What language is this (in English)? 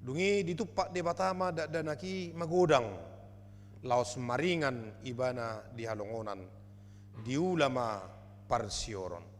Batak Toba